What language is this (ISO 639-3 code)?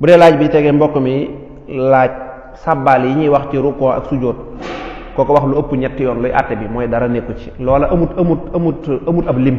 wol